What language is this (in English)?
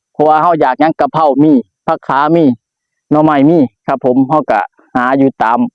Northeastern Thai